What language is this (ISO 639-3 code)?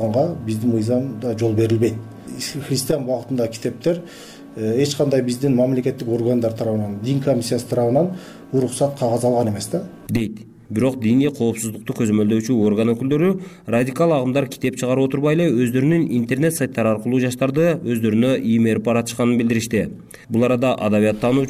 kir